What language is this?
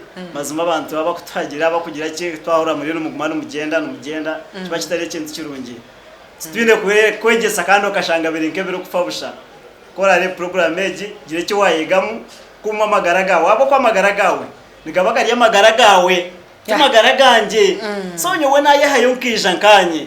Nyankole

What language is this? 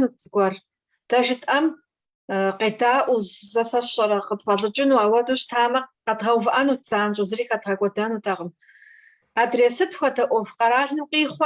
Kabardian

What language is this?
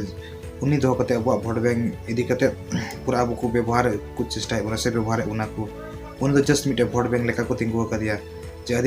Santali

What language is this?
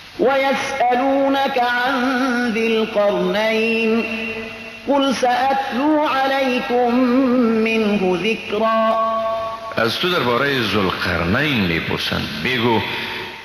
Persian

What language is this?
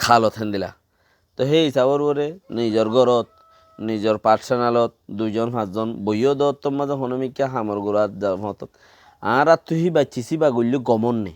Rohingya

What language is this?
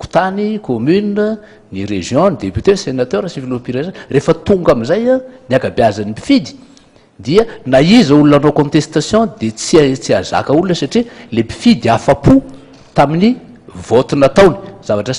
Malagasy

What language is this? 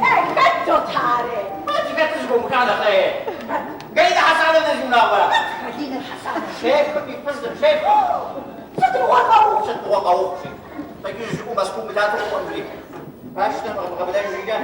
Kabardian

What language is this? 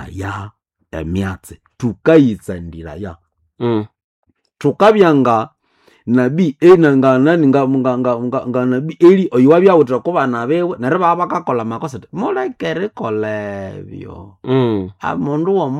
Nande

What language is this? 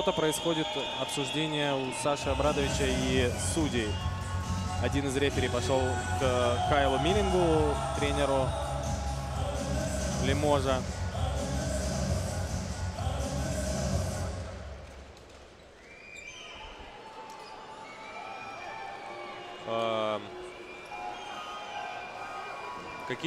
Russian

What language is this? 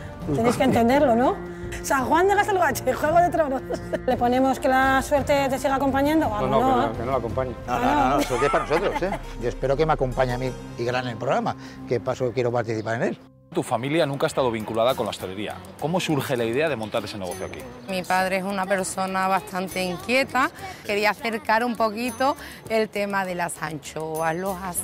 Spanish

